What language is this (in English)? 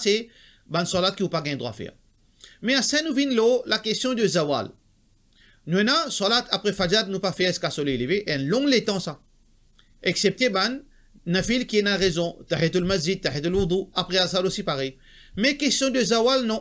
Morisyen